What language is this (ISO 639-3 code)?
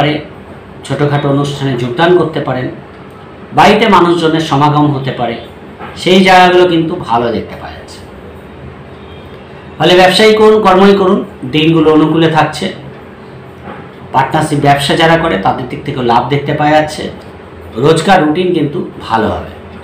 ben